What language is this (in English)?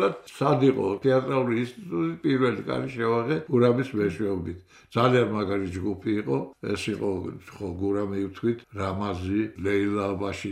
Georgian